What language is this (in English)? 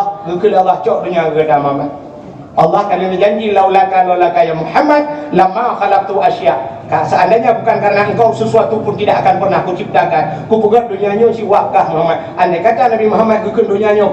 Achinese